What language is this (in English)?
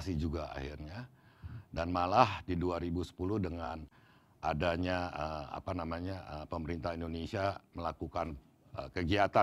Indonesian